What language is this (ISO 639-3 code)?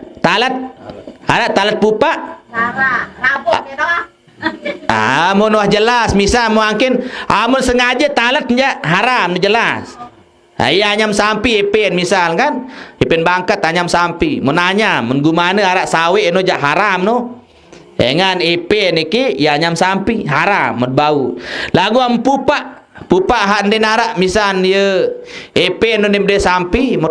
sas